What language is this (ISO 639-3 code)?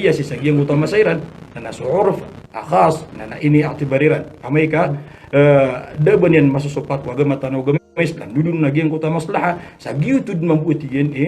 mrw